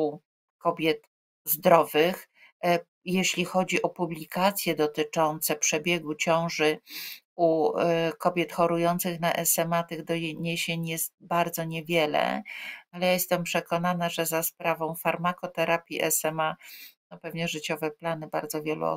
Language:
Polish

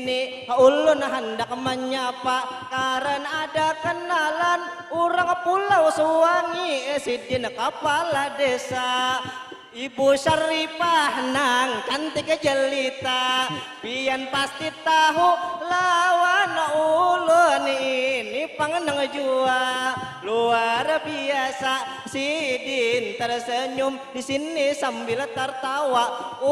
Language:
Banjar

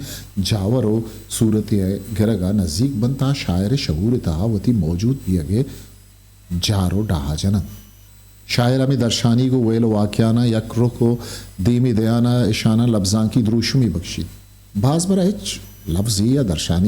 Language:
Eastern Balochi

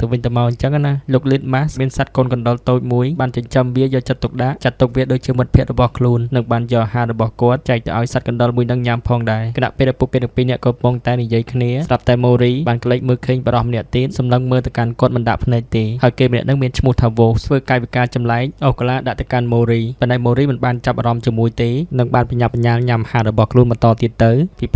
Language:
Khmer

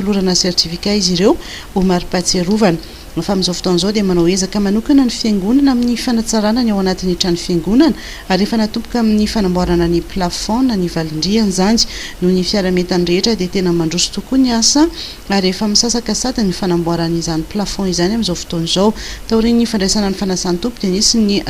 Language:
Malagasy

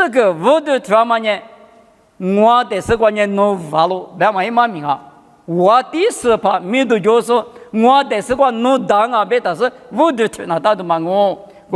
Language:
Lisu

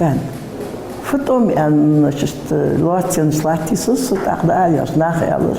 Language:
Ingush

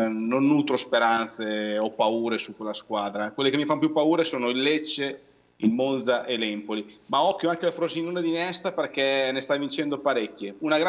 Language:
Italian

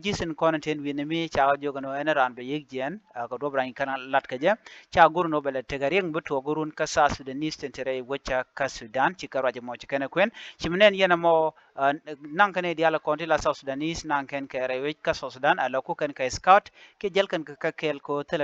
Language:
Nuer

